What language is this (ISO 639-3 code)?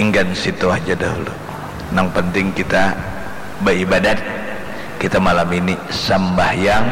bjn